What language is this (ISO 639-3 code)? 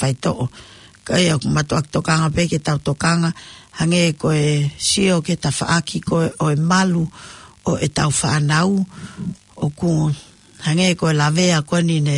ton